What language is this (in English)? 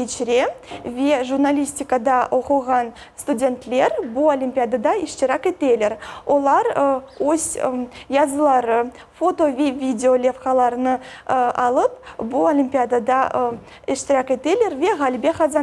Crimean Tatar